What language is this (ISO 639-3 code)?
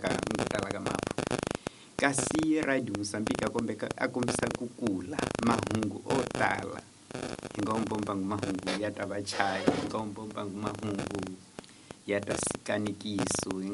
tso